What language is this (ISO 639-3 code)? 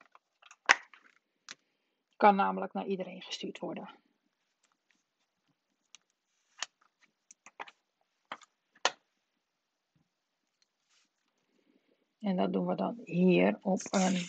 nld